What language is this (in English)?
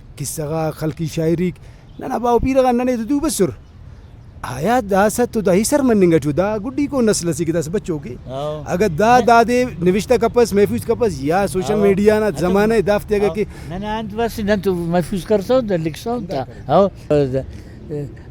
Brahui